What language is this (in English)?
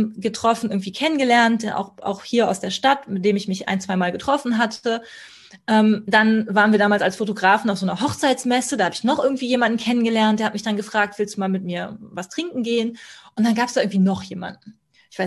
German